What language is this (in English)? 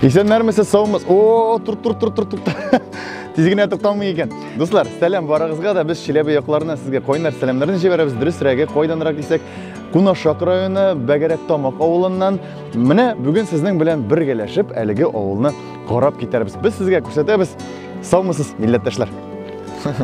Tatar